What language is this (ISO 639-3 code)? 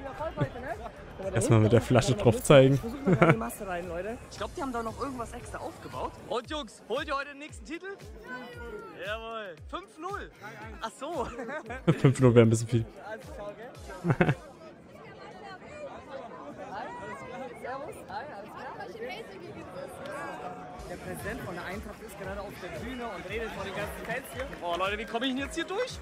deu